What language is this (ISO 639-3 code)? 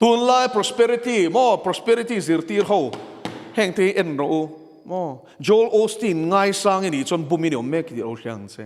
lus